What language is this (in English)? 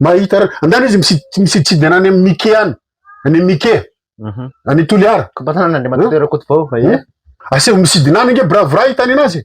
Malagasy